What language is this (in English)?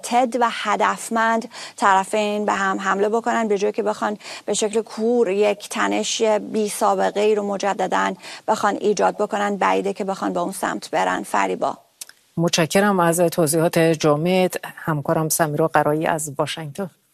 Persian